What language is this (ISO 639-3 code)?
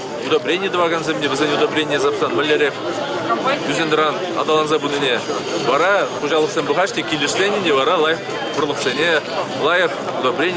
chv